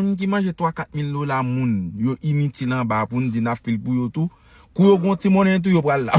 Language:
Haitian Creole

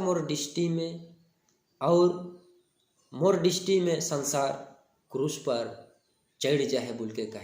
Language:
Sadri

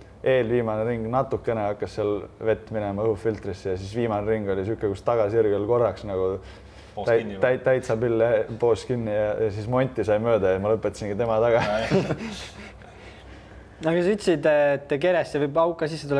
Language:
Estonian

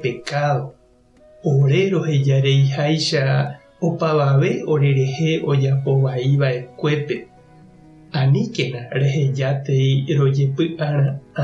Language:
Guarani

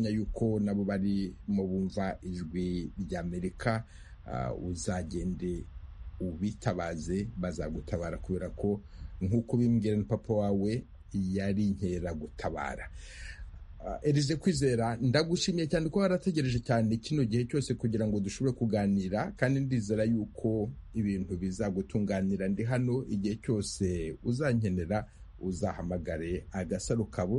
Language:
Kinyarwanda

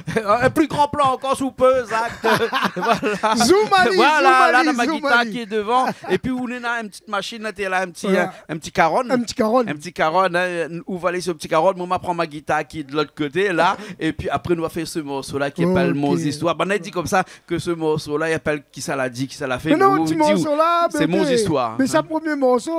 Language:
Réunion Creole French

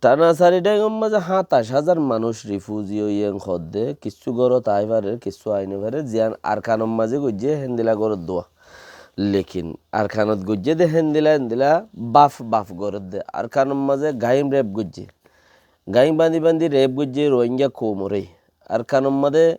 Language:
Rohingya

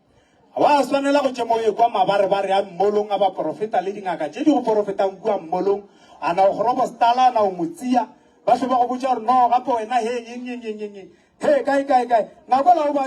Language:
Northern Sotho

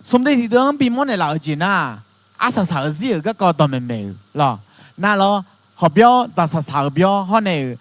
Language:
Akha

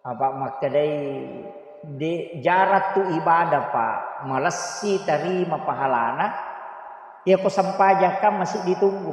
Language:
Buginese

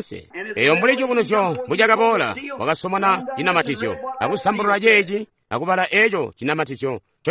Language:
Tonga (Zambia)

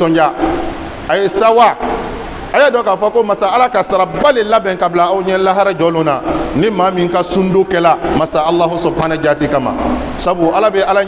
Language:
Bambara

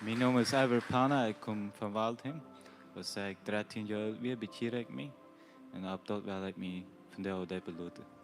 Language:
Plautdietsch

